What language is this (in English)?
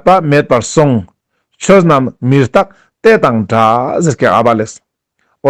Ladakhi